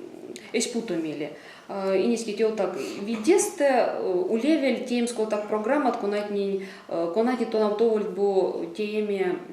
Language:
Erzya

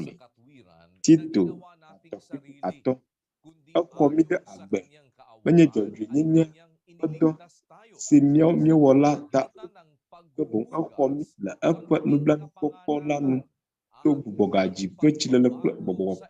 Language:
Ewe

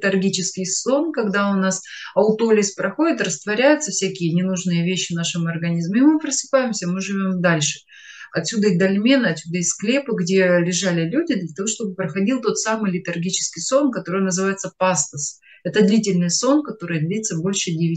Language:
Russian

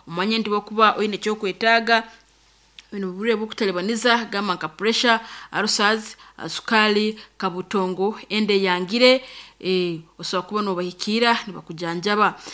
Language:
Nyoro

